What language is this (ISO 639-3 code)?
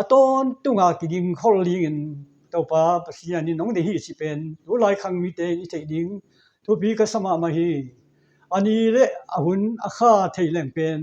ctd